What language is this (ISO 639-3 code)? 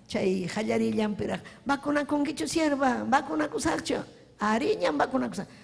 quy